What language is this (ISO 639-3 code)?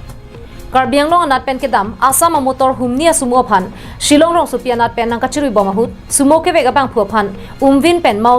mjw